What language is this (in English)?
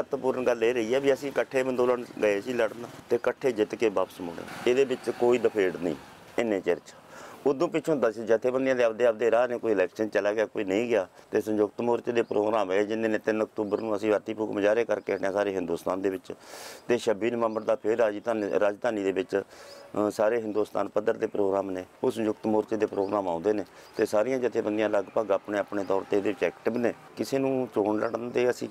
Punjabi